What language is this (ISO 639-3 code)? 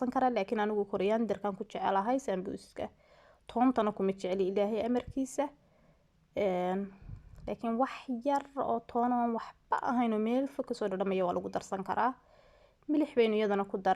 som